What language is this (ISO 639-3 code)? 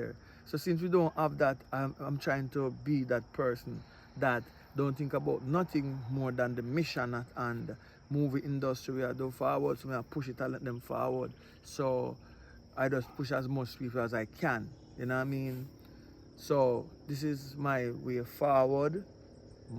jam